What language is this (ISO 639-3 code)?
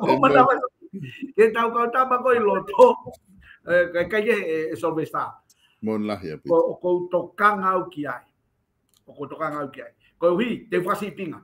ton